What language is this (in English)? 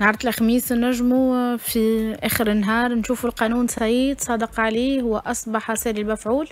Tunisian Arabic